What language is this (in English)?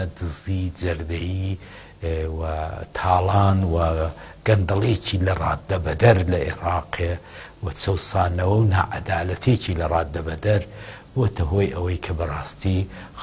Central Kurdish